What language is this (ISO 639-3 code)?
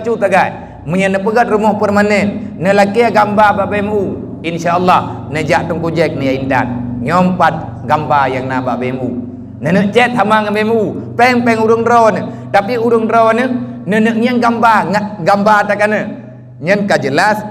ace